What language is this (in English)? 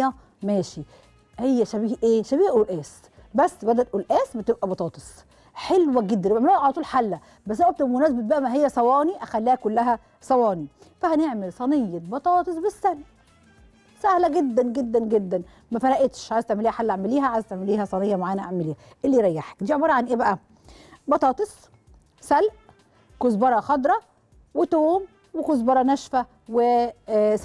Egyptian Arabic